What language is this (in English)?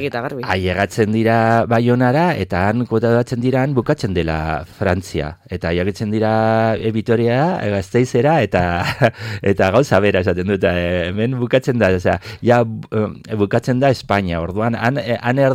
Basque